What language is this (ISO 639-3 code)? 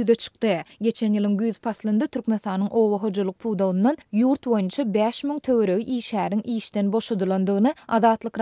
tuk